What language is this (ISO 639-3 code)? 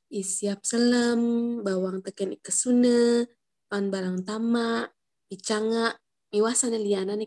ban